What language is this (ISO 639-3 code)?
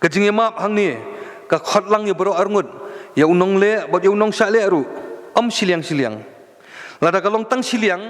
kha